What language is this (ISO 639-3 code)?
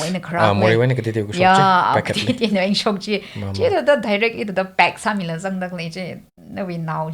nmf